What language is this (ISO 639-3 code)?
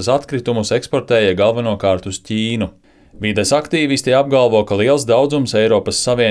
lav